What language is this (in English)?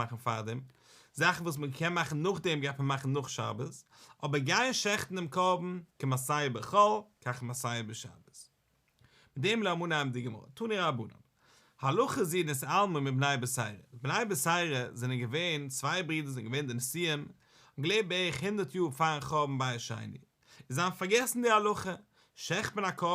Yiddish